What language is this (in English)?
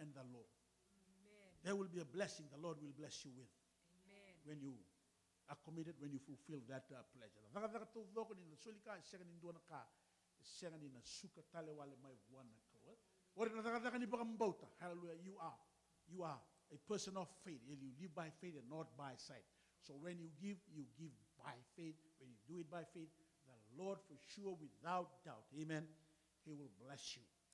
Fijian